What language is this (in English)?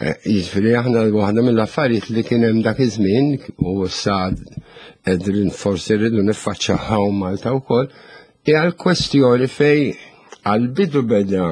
Maltese